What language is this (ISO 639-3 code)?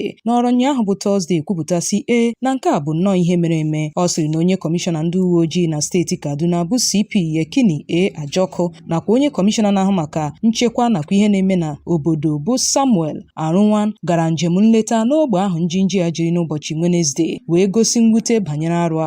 ibo